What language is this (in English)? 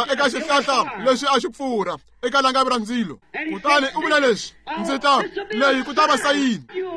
Tsonga